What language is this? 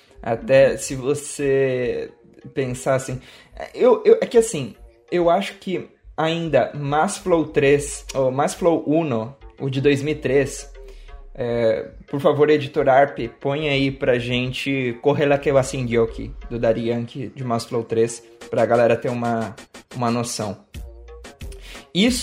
Portuguese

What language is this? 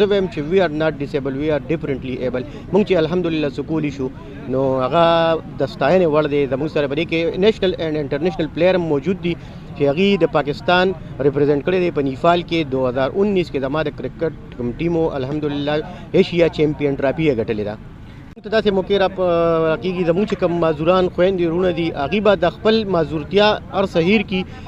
Pashto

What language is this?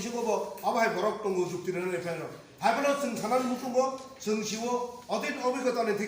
Kok Borok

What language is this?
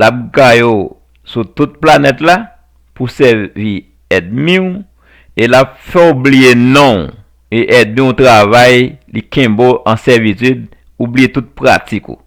Haitian Creole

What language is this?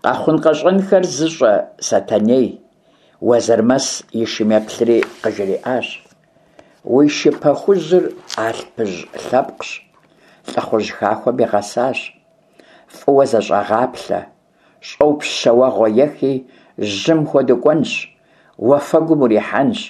Kabardian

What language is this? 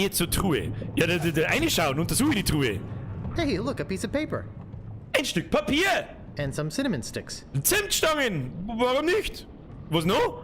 Bavarian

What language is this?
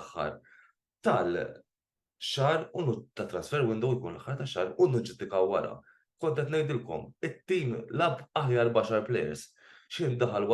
Maltese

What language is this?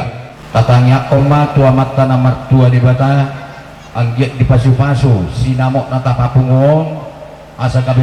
Batak Toba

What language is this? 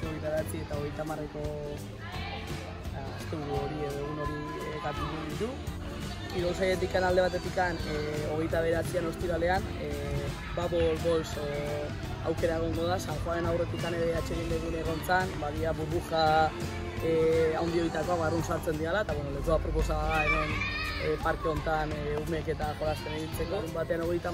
Basque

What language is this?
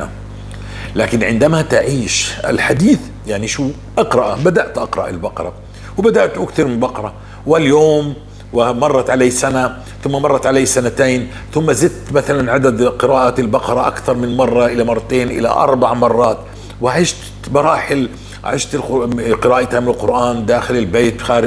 North Levantine Arabic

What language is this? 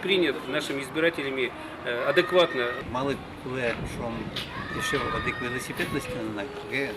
Udmurt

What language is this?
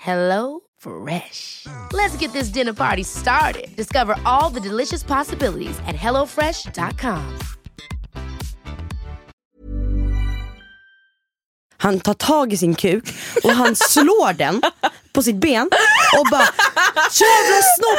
Swedish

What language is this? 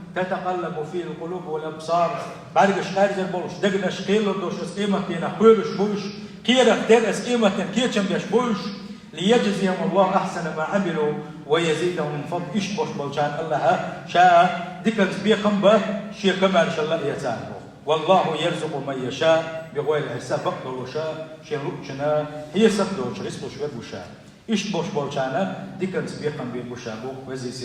Chechen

